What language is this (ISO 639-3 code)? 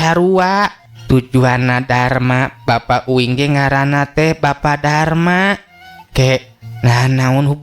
sun